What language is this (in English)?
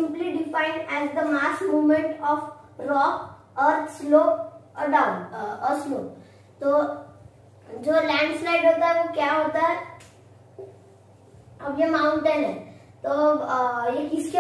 Hindi